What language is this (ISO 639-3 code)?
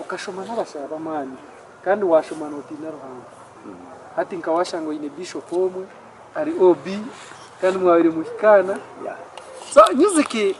nyn